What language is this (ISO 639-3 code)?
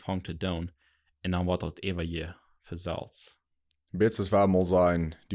pdt